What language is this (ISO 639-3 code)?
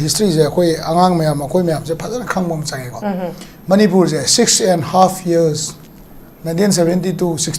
mni